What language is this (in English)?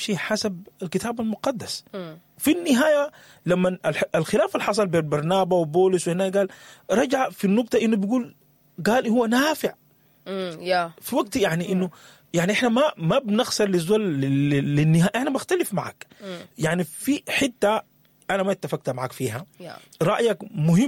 Sudanese Arabic